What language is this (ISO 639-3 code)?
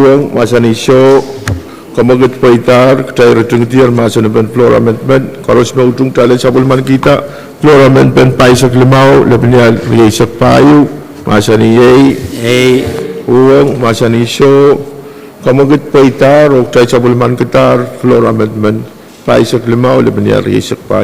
pon